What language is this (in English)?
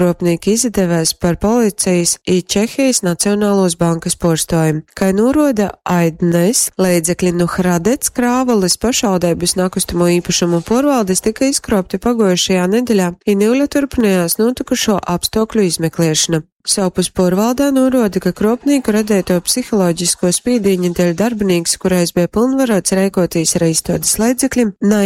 Latgalian